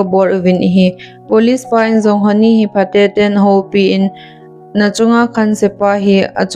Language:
Thado Chin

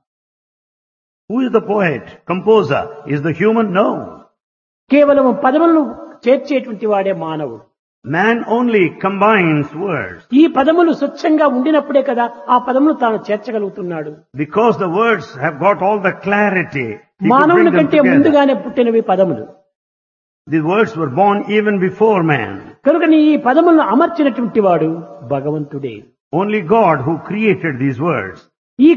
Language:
Telugu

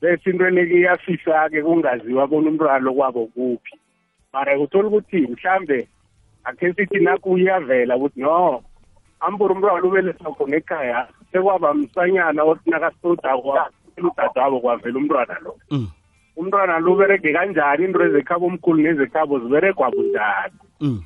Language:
South Ndebele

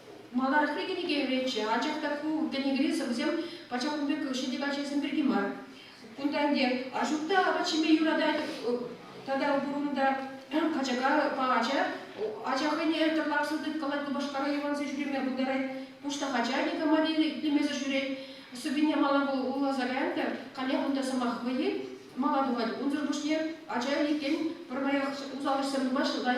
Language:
Chuvash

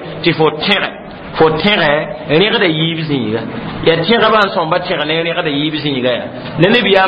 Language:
Mossi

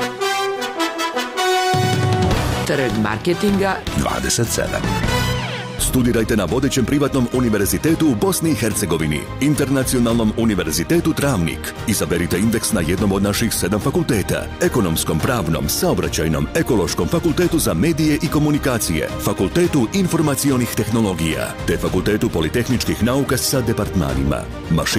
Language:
Bosnian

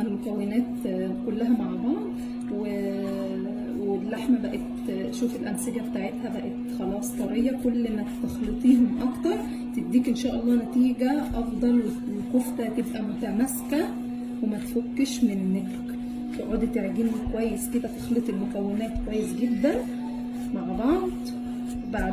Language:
Egyptian Arabic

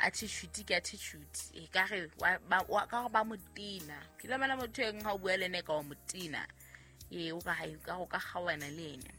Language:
Southern Sotho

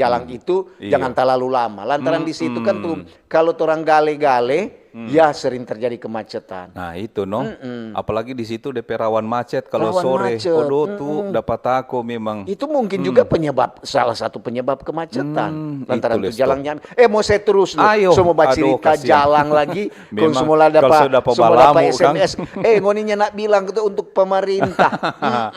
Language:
Manado Malay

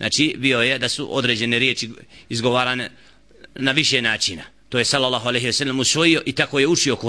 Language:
Bosnian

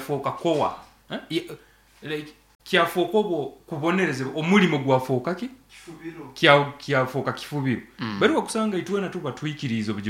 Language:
Nyoro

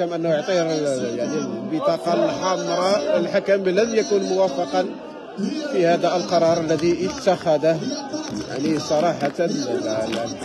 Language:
Moroccan Arabic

